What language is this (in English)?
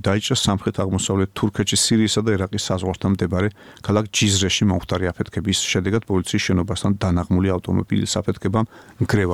Georgian